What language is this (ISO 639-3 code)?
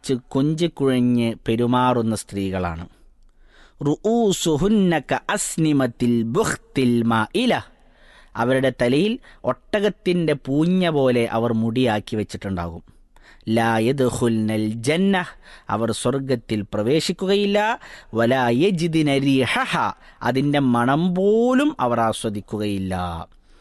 mal